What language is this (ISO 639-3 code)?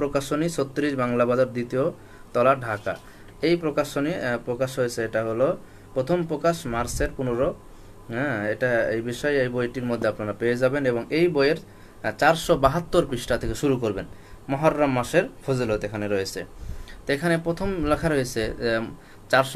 ben